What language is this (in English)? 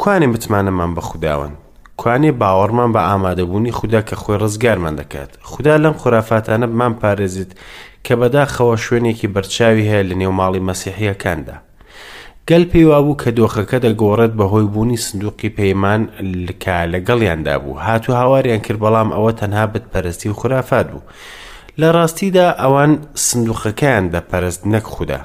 Central Kurdish